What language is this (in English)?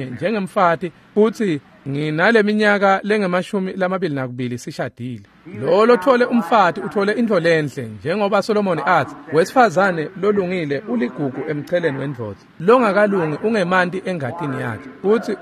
Swati